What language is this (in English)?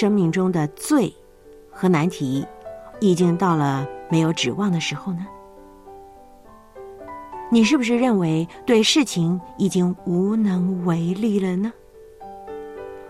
Chinese